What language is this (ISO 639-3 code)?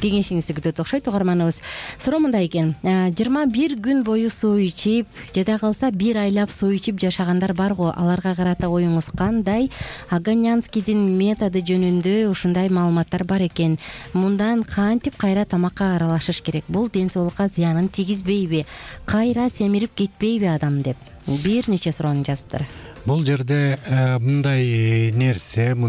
kir